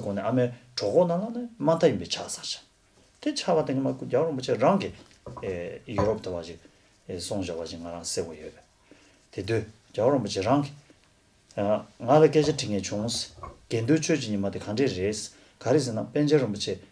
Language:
Tibetan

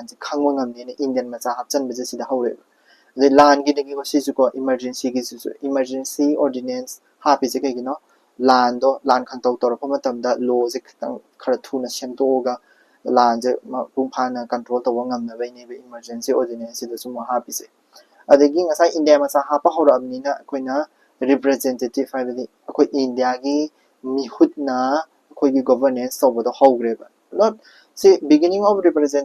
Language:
Manipuri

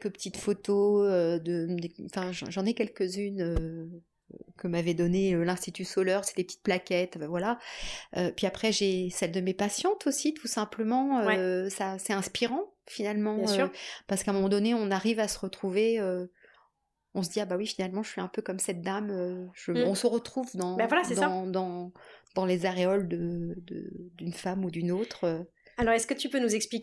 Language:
French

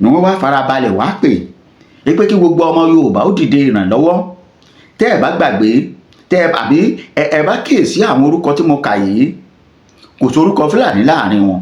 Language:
Yoruba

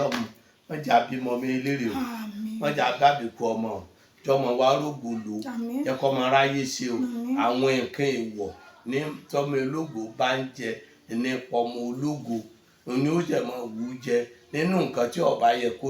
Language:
Yoruba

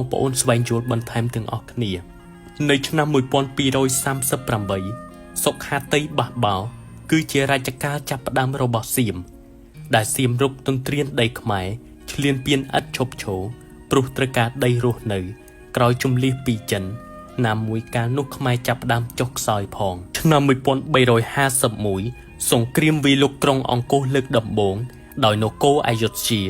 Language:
Khmer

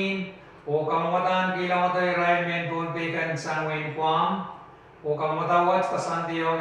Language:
Pohnpeian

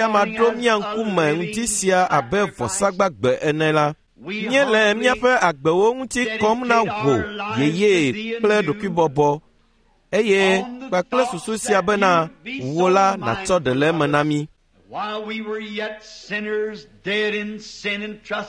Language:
Ewe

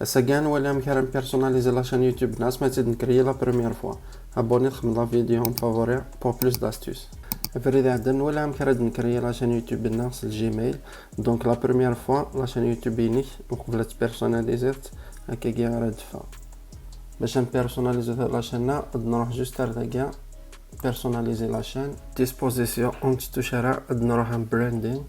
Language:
Kabyle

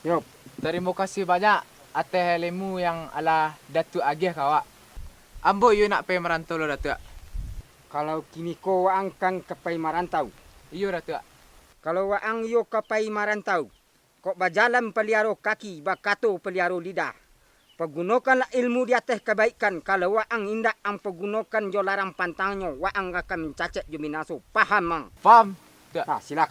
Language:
Minangkabau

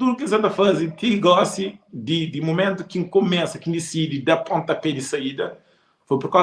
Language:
Kabuverdianu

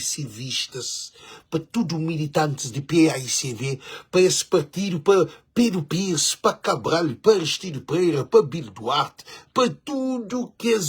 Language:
Kabuverdianu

